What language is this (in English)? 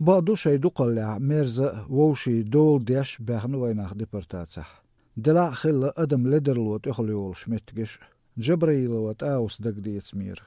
Chechen